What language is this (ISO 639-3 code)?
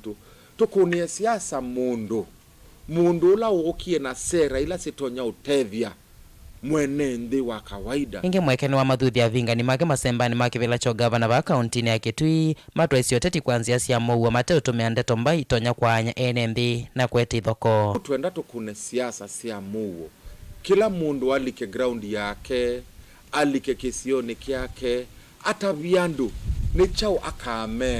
kam